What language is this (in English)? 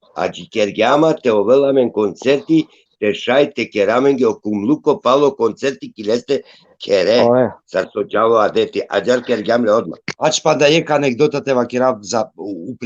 Balkan Romani